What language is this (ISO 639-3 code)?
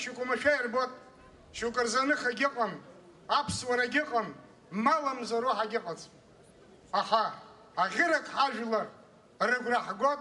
abk